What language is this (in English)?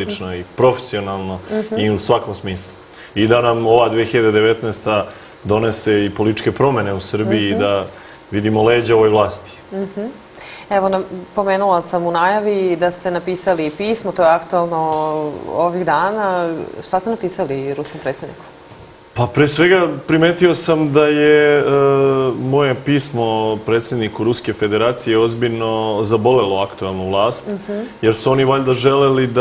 Serbian